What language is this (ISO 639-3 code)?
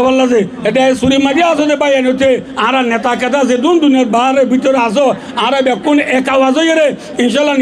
rhg